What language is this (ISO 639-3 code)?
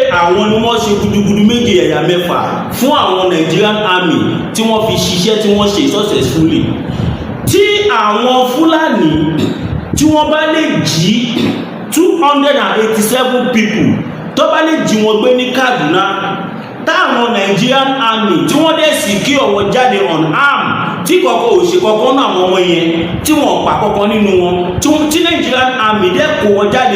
yor